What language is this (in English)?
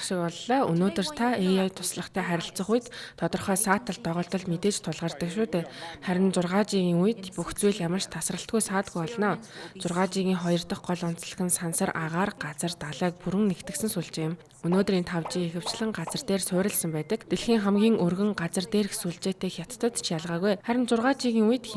Mongolian